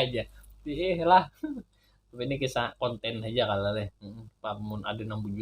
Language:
Banjar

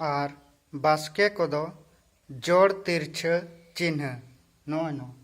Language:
Santali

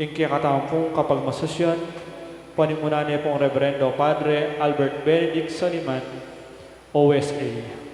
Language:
Pampanga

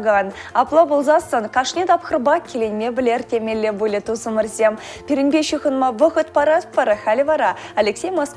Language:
Chuvash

